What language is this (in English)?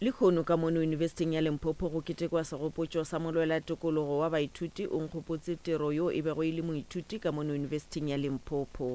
Northern Sotho